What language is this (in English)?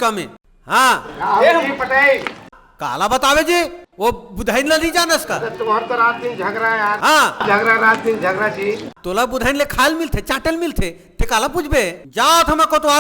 Chhattisgarhi